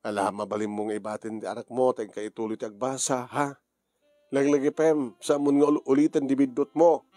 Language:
Iloko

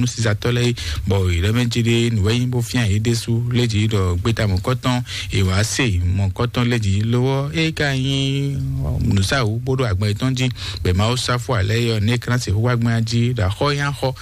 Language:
Fon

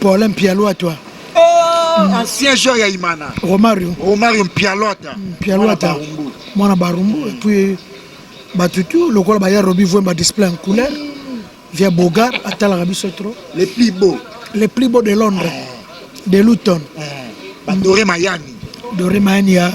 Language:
Lingala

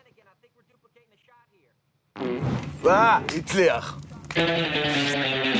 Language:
Hebrew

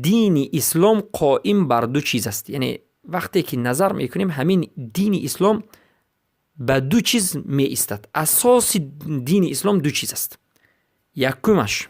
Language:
Persian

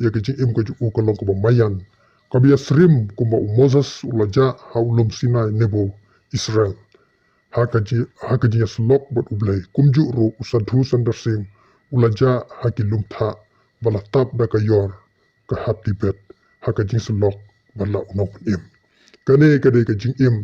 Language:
Khasi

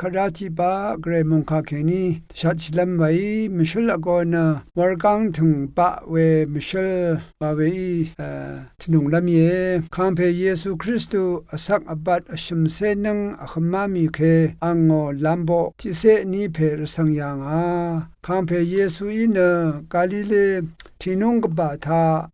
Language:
Rawang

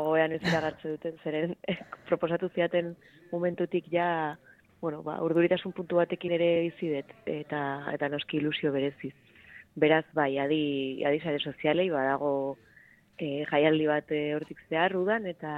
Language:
Basque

